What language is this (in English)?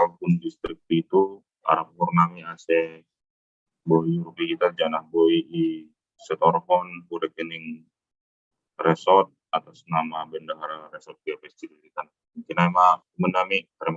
Batak Simalungun